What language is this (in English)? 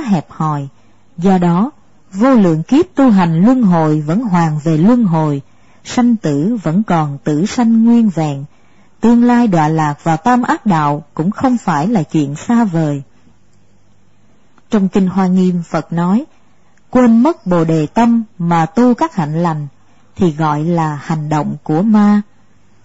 Vietnamese